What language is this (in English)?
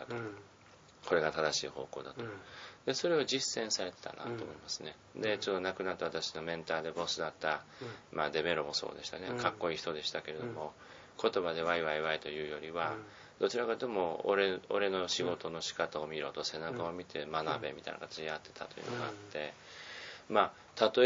Japanese